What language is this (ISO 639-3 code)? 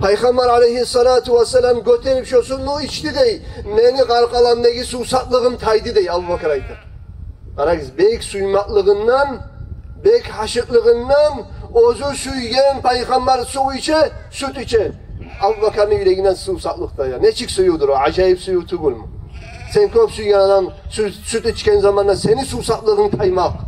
kum